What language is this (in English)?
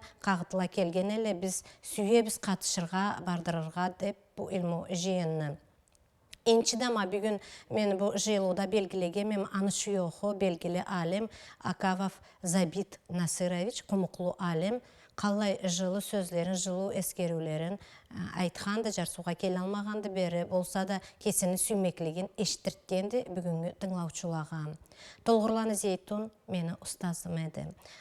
Karachay-Balkar